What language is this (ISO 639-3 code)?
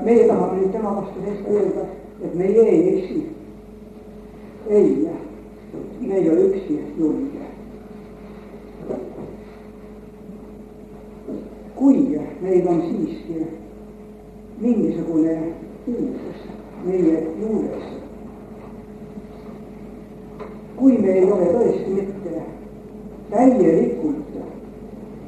est